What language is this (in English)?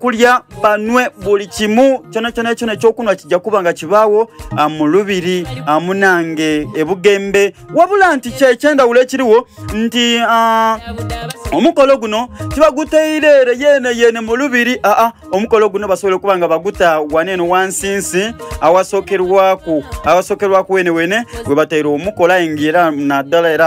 Soga